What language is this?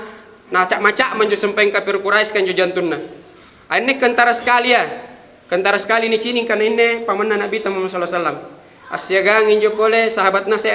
Makasar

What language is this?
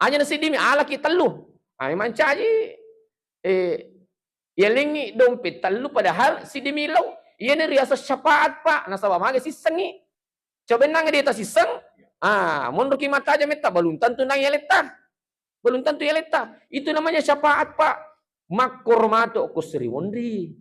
Buginese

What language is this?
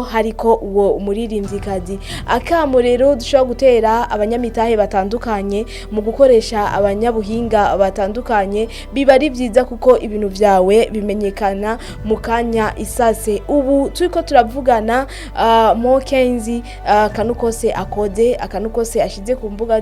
Rundi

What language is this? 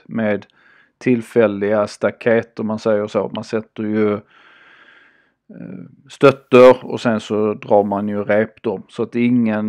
Swedish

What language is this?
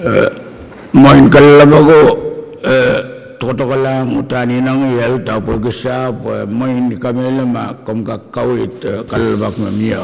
Pohnpeian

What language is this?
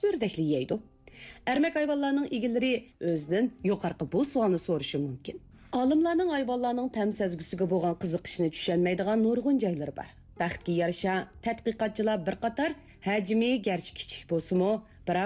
Uyghur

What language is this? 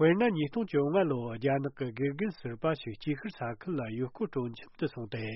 Tibetan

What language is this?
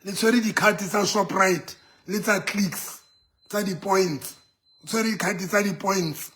Southern Sotho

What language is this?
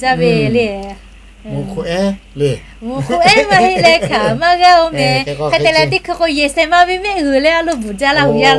Lahu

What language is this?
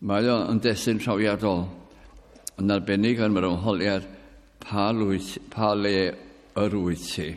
Welsh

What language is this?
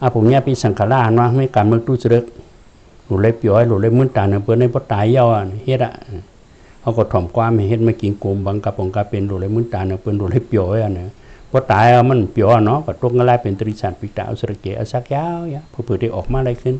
Shan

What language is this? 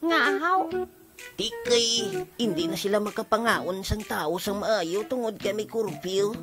Hiligaynon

